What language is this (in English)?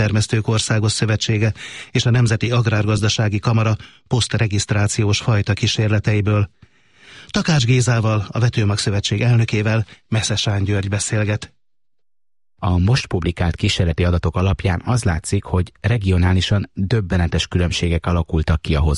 Hungarian